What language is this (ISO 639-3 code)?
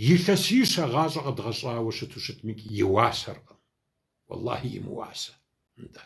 kbd